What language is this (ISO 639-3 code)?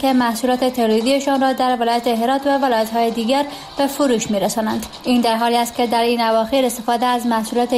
fas